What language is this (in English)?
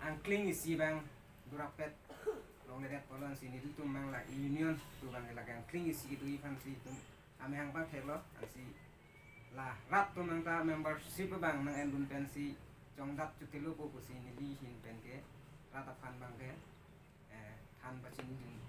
Karbi